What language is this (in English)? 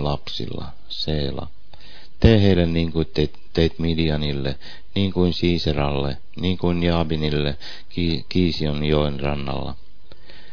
Finnish